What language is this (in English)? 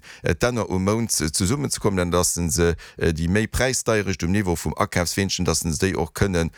Luxembourgish